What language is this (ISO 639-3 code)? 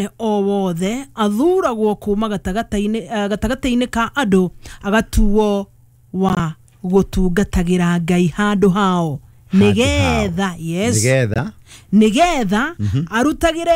kik